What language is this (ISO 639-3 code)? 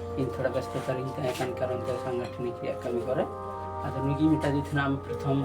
sat